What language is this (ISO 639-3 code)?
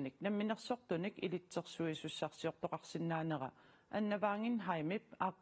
kal